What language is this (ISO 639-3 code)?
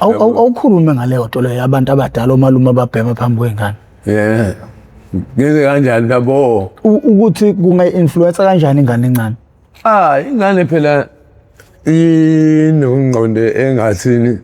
zul